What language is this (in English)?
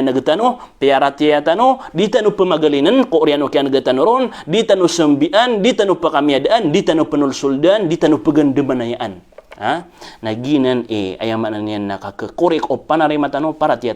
Maranao